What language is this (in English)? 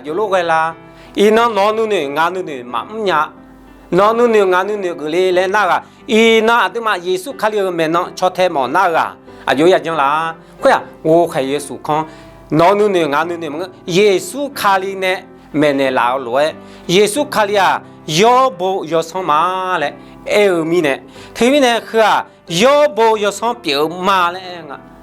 Akha